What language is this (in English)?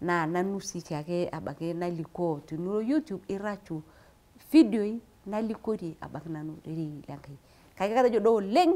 Masai